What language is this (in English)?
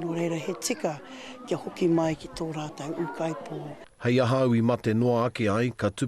Māori